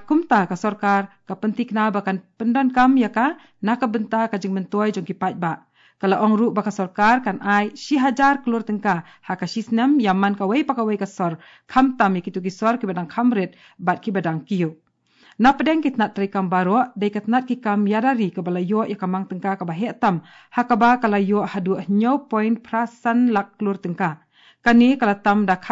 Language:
Khasi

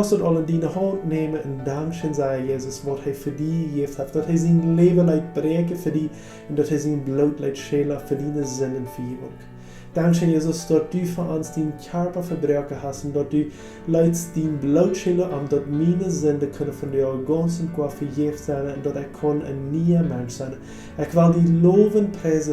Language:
Plautdietsch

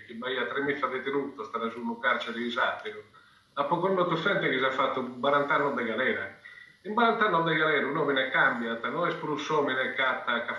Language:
Sardinian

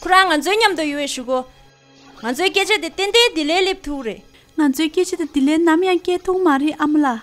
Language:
Tibetan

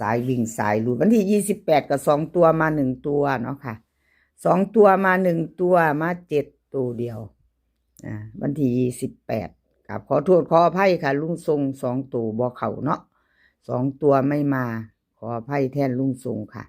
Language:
Northeastern Thai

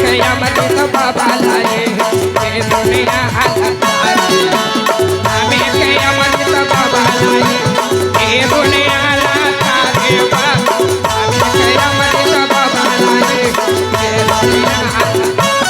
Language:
Chhattisgarhi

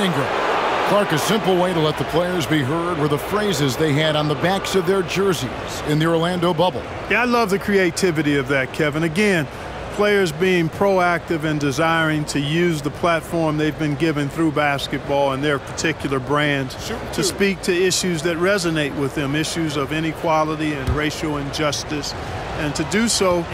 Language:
English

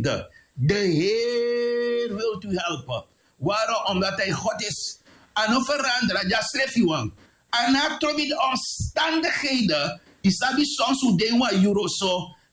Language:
Sranan Tongo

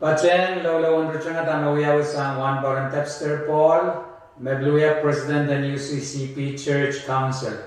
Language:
Pohnpeian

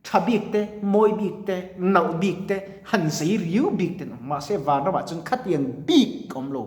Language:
Mizo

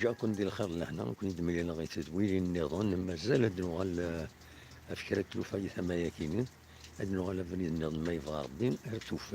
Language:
Kabyle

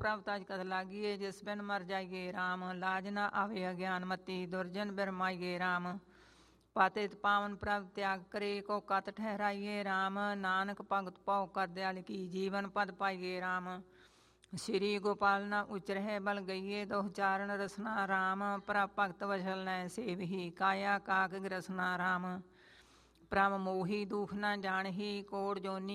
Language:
Punjabi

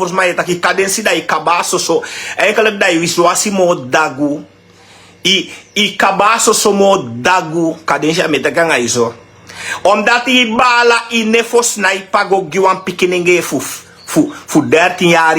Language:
Sranan Tongo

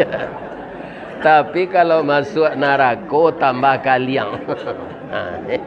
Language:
Minangkabau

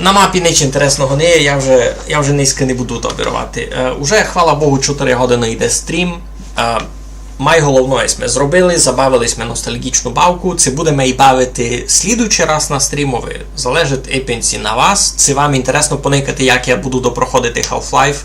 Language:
Rusyn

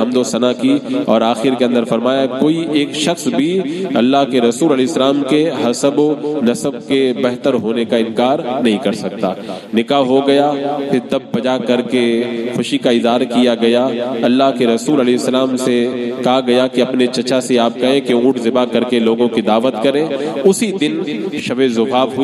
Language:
Urdu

